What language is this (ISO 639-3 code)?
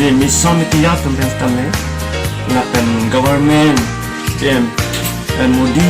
mjw